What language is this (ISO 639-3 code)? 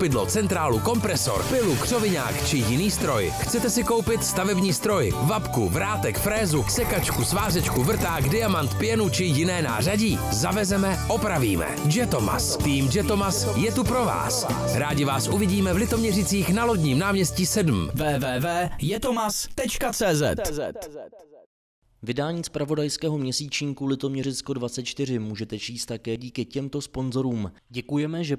ces